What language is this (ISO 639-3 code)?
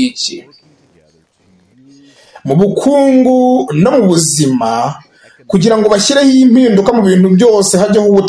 kin